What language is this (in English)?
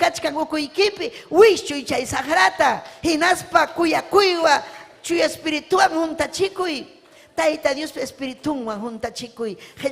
Ayacucho Quechua